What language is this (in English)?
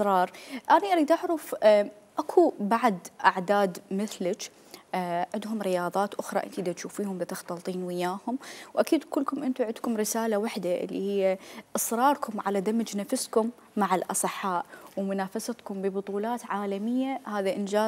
Mesopotamian Arabic